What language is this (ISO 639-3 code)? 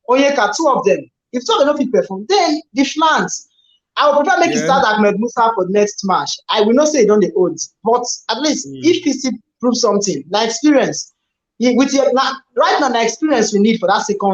pcm